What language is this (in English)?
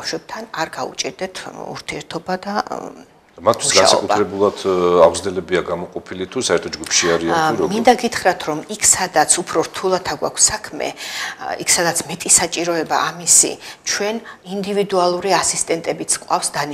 Georgian